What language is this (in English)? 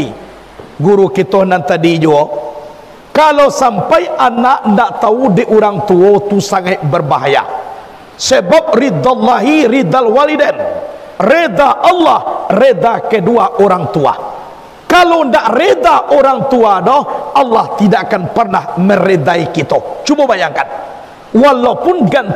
Minangkabau